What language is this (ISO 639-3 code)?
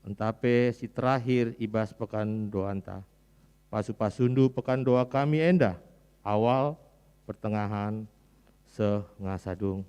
btx